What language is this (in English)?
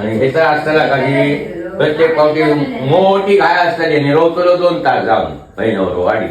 Konkani